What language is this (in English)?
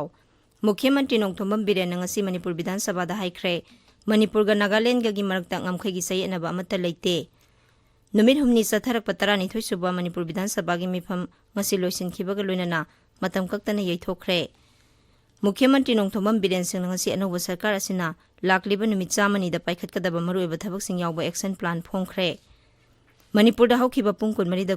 Manipuri